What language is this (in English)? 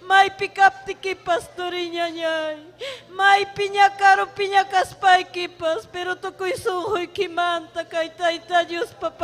Ayacucho Quechua